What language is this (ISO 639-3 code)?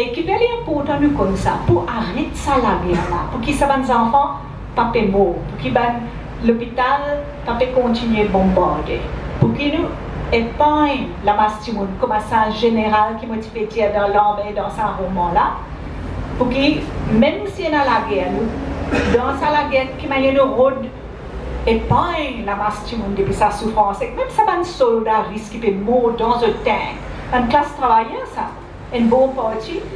mfe